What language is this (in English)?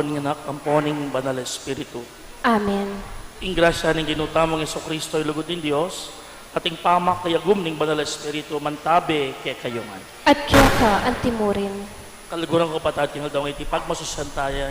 Pampanga